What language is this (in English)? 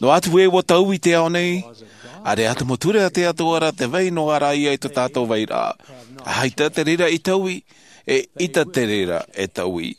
Tahitian